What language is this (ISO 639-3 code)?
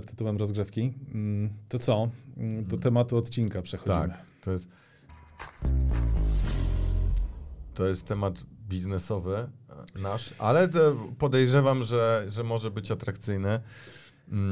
pol